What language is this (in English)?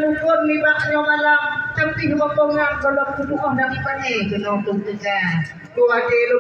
Achinese